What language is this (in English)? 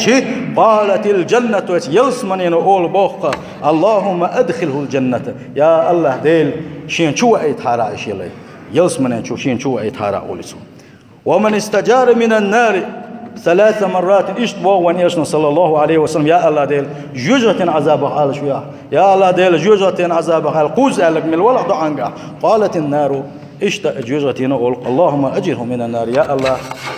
Chechen